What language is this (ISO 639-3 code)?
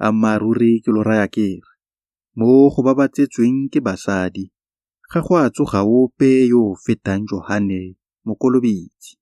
tsn